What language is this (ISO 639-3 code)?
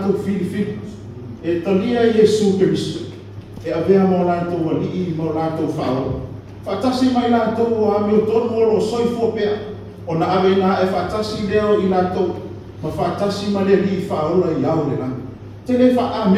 smo